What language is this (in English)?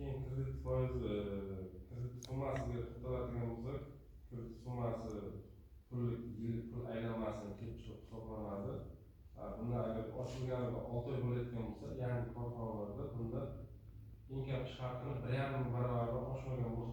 Uzbek